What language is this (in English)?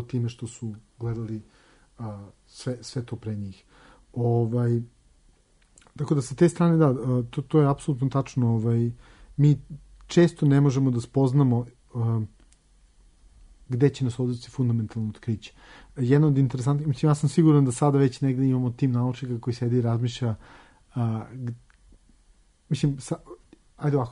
Serbian